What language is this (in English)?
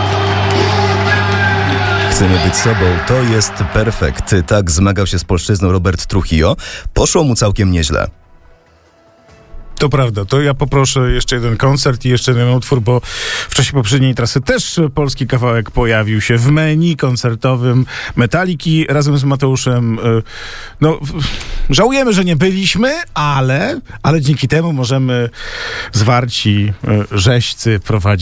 Polish